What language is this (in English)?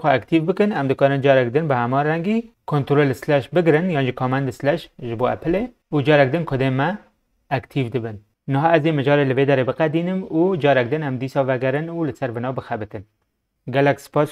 Kurdish